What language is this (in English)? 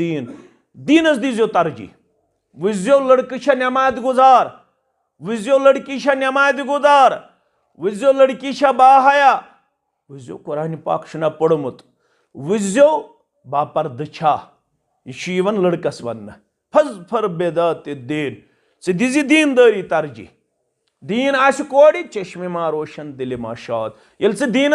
Kashmiri